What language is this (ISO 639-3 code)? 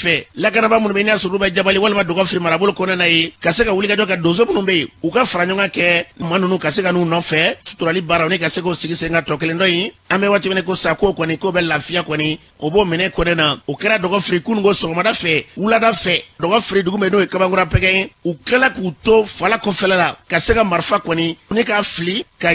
bam